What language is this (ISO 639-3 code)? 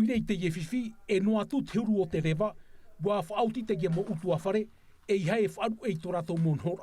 tah